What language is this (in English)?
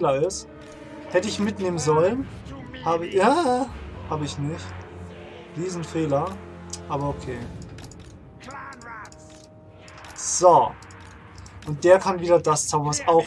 German